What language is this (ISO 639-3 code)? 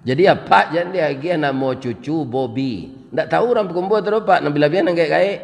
min